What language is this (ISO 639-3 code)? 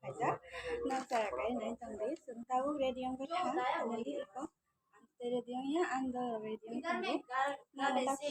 trp